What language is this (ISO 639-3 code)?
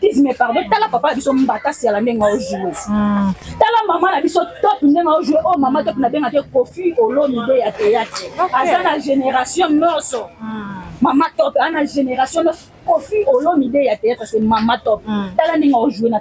lin